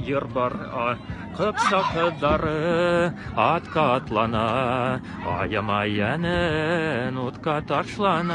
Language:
Bashkir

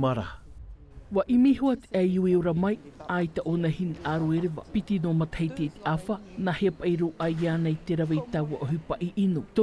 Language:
Tahitian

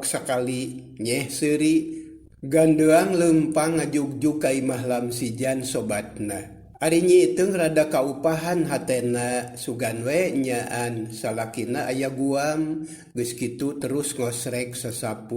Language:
Sundanese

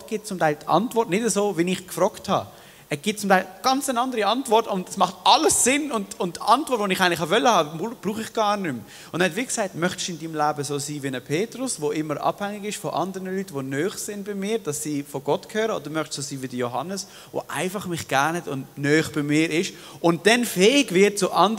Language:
Swiss German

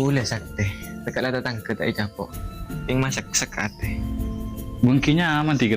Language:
Madurese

